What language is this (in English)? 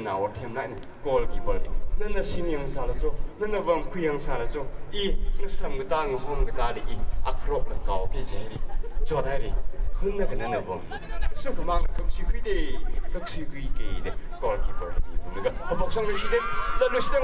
Tangkhul Naga (India)